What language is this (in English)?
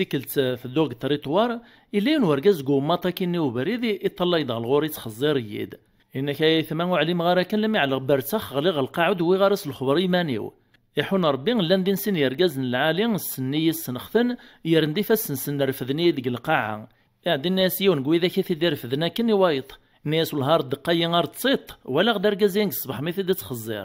Kabyle